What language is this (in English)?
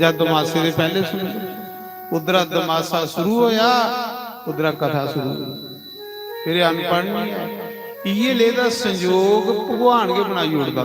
Dogri